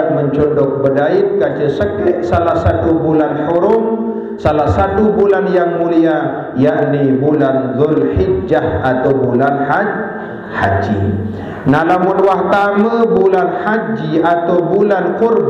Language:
Sasak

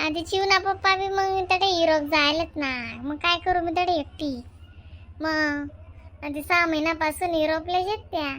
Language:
Khandesi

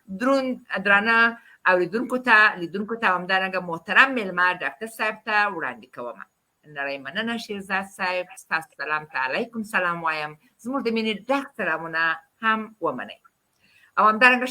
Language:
Pashto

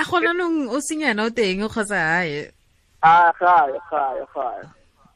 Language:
Tswana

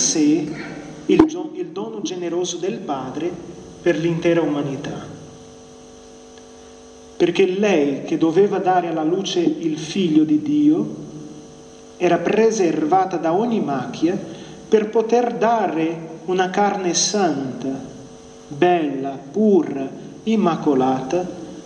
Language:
Italian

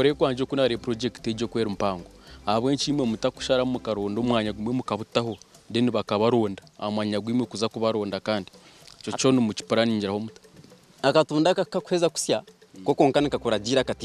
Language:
Nyankole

